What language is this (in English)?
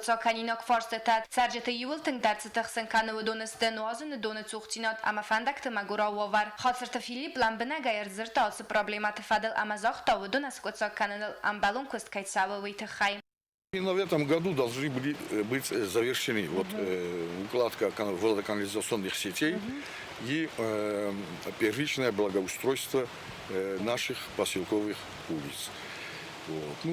Ossetic